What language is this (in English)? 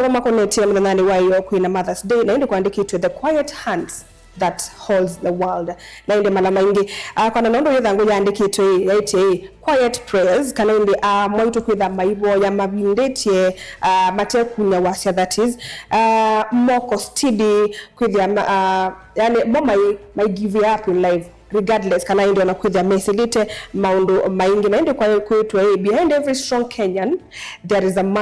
Kamba